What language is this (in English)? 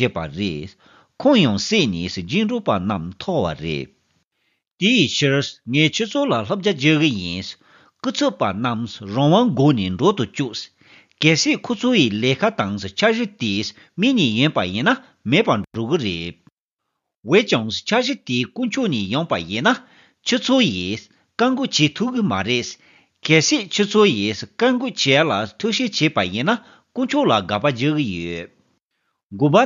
Tibetan